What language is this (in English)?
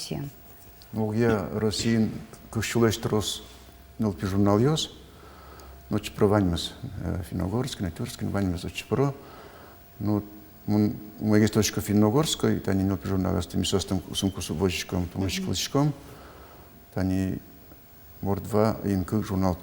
Udmurt